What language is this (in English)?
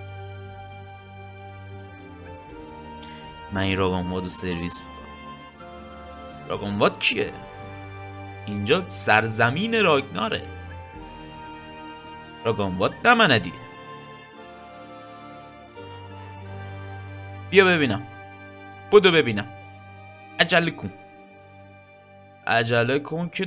Persian